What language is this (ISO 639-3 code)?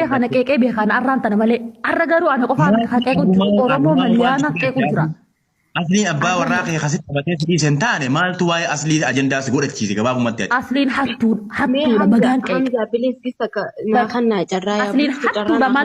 orm